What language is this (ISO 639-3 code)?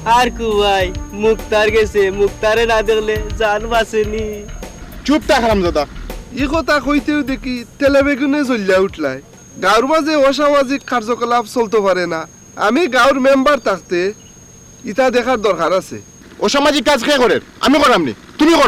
syl